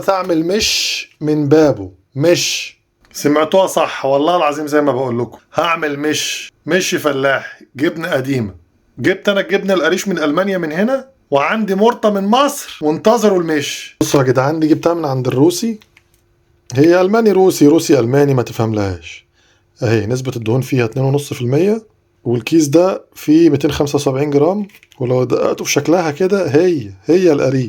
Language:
Egyptian Arabic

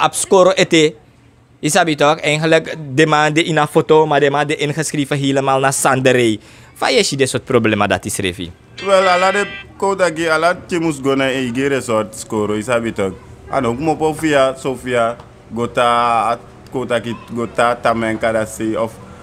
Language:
Sranan Tongo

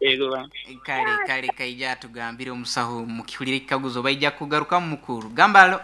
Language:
Nyoro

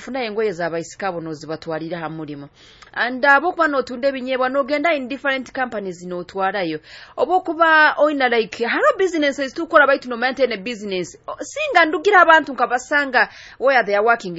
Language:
Nyoro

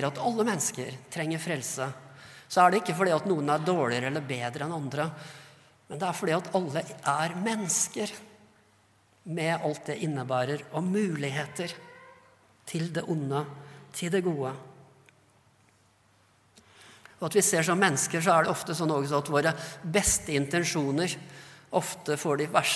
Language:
Norwegian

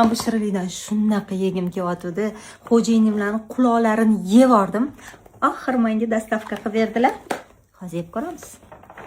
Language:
Uzbek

